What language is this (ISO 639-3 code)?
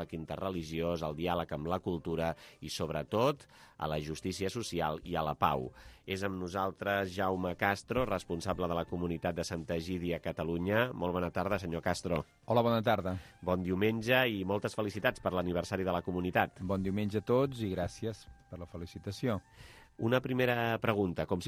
cat